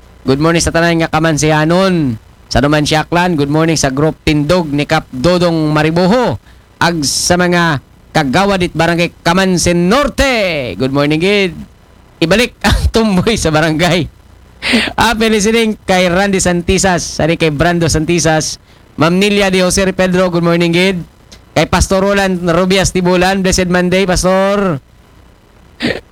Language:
Aklanon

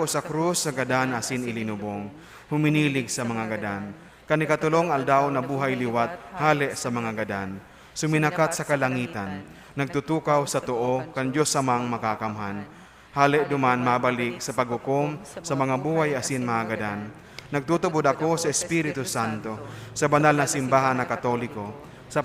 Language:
Bikol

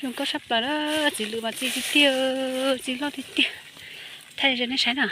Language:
Hmong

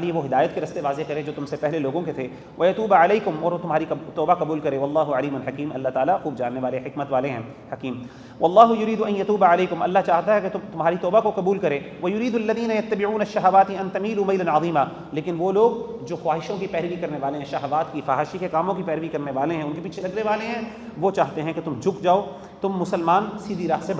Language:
Urdu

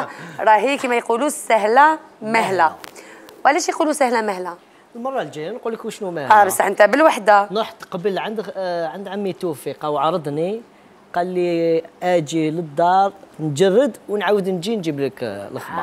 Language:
Algerian Arabic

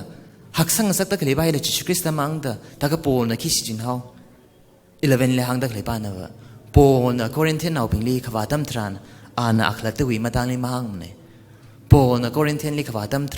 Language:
Tangkhul Naga (India)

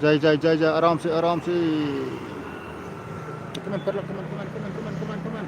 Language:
Khasi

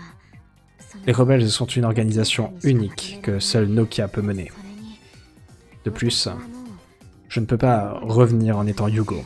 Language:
French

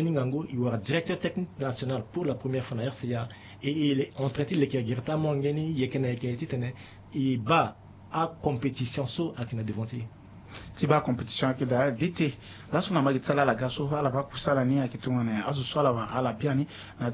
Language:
Sango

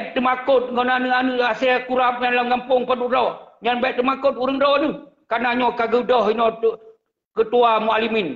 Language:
Achinese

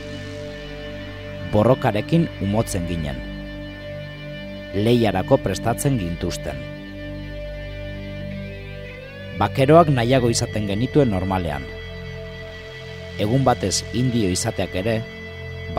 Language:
Basque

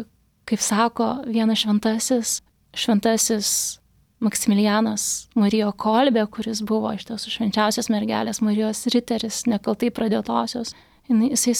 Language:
Lithuanian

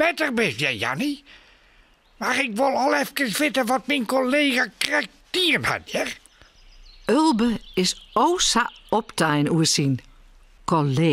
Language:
Western Frisian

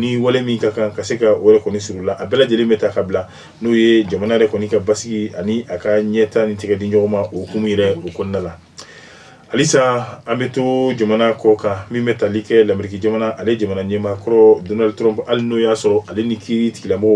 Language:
Bambara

